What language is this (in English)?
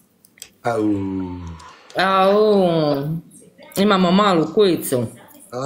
Croatian